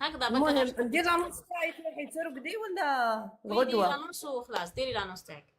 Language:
Algerian Arabic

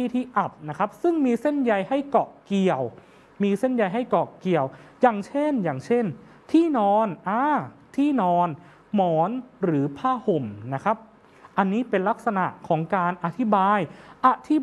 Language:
Thai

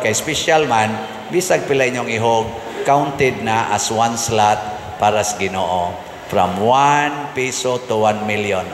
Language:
Cebuano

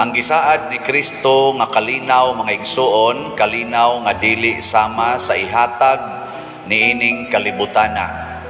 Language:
Cebuano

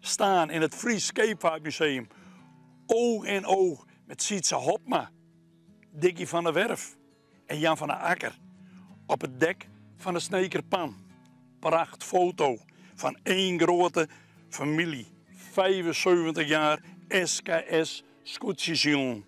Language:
Western Frisian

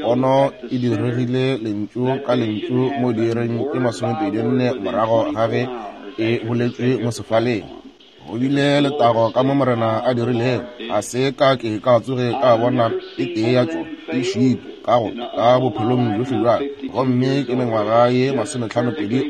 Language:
Northern Sotho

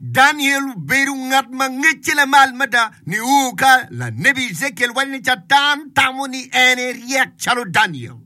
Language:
Acoli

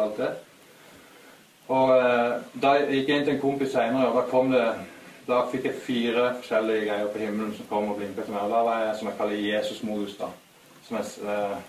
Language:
Norwegian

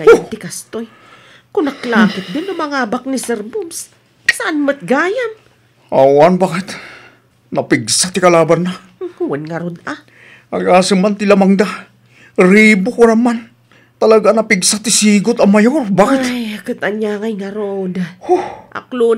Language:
Iloko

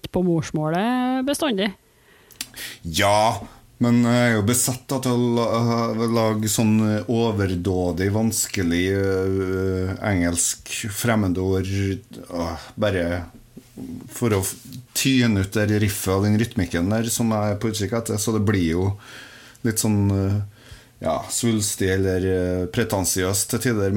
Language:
Norwegian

